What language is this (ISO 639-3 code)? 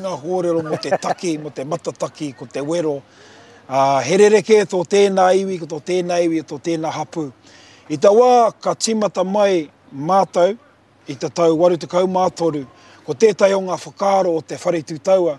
mri